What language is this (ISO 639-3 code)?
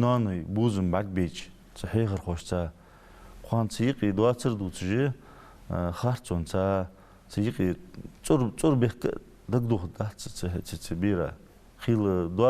inh